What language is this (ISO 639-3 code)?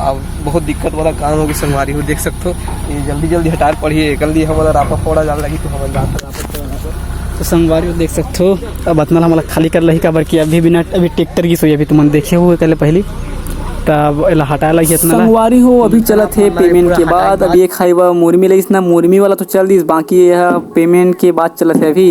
hne